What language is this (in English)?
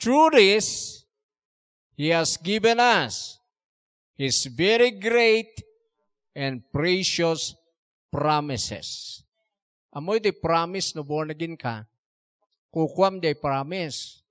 Iloko